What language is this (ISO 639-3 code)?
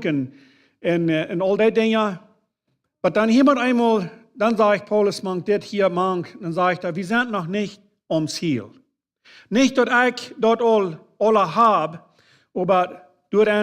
pdt